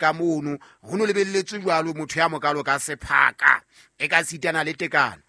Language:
Southern Sotho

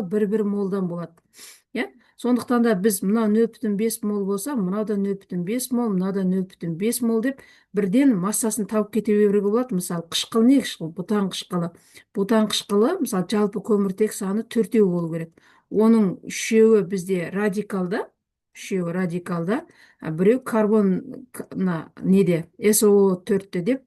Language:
Kazakh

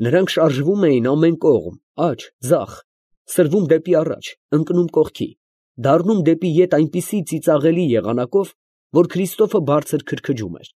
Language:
Armenian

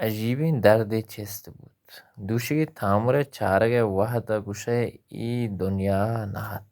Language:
Baluchi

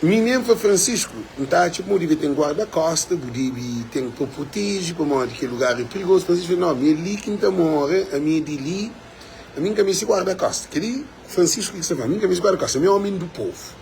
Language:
Kabuverdianu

